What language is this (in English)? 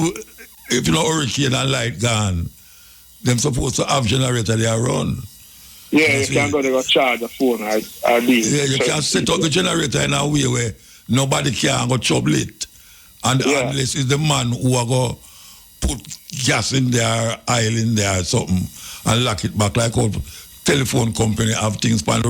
Jamaican Creole English